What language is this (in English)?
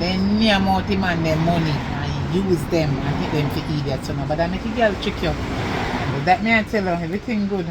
Jamaican Creole English